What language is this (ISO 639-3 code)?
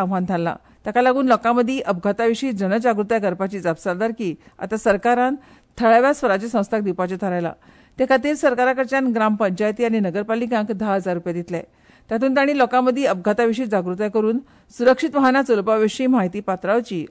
kok